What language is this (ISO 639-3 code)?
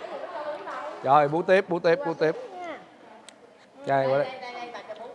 vie